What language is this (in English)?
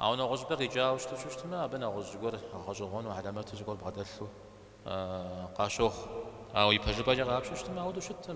Kabardian